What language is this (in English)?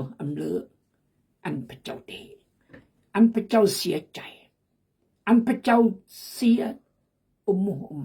Khmu